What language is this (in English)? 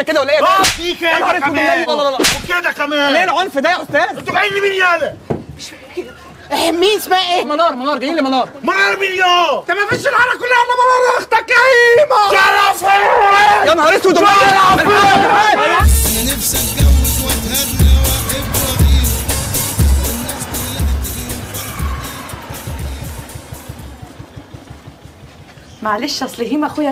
Egyptian Arabic